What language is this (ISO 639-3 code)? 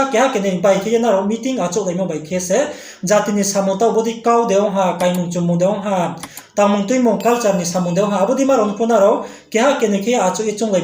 ria